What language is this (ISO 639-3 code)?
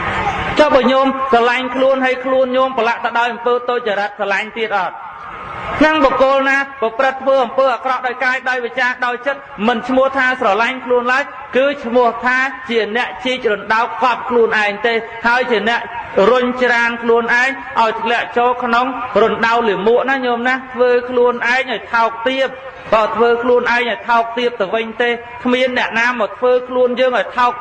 khm